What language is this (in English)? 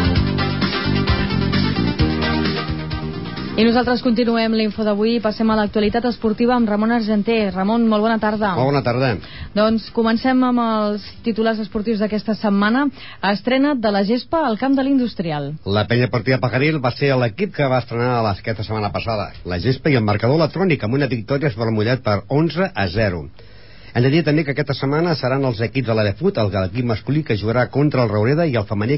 Catalan